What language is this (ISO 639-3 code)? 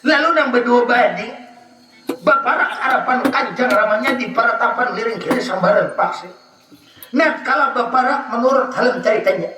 bjn